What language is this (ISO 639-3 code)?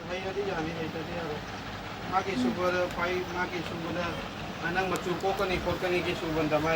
mni